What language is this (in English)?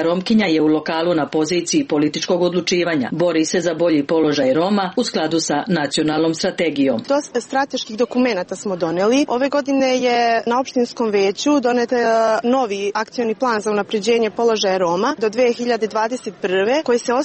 Serbian